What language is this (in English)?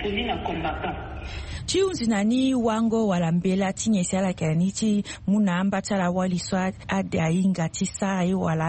Sango